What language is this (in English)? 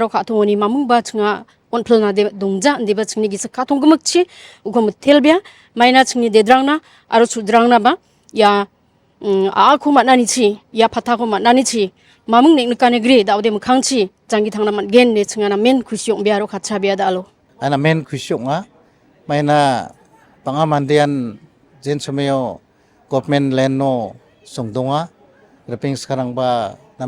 Garo